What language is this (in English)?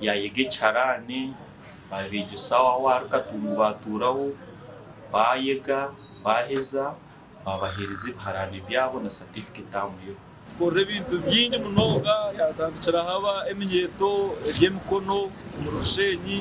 Nyankole